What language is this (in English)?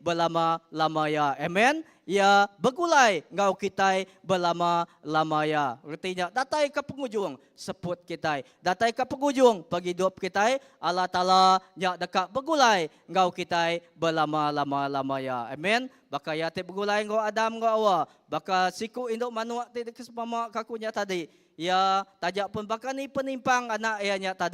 Iban